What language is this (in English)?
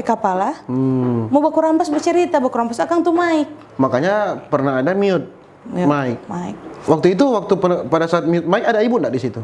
Manado Malay